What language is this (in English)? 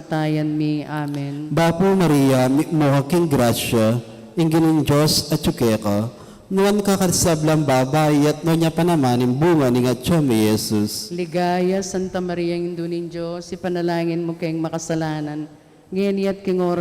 Pampanga